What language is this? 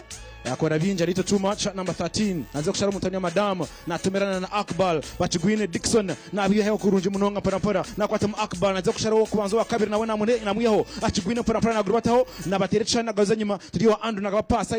Nyankole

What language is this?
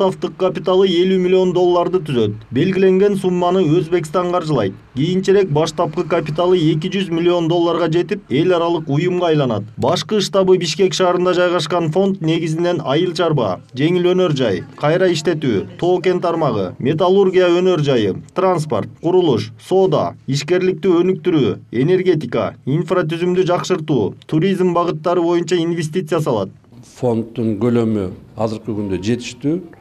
Kyrgyz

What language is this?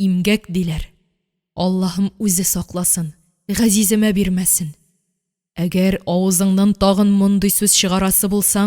Tatar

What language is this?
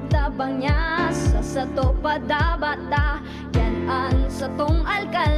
Bikol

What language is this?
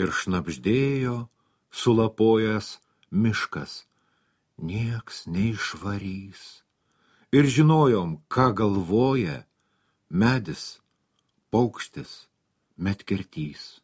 Lithuanian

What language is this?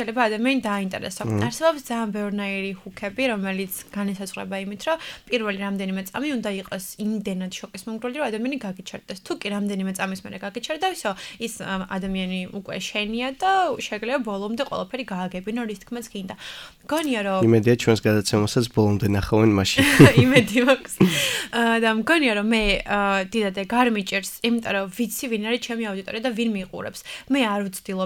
Georgian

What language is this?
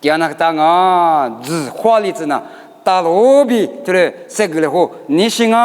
Lisu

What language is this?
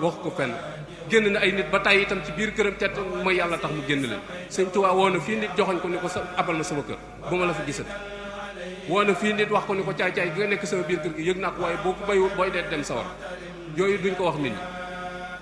Wolof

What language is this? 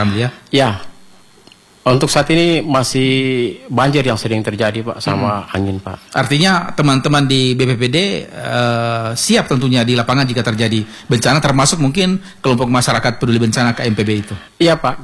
Indonesian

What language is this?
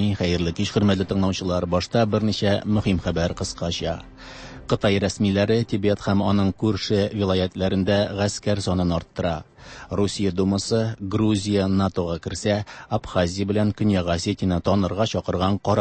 Tatar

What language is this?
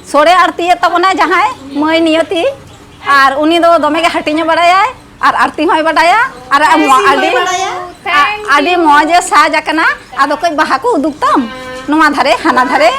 Santali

